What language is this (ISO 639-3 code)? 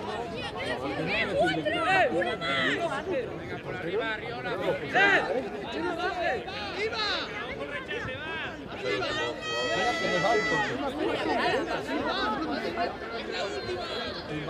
spa